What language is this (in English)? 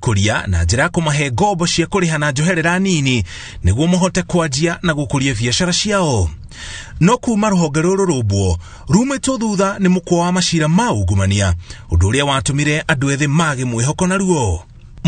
Kikuyu